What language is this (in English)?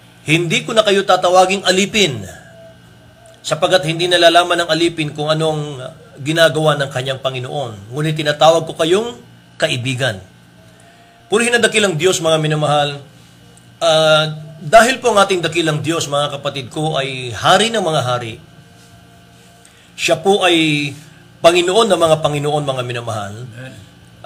Filipino